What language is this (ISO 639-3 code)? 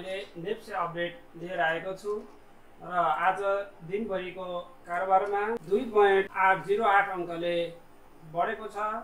nep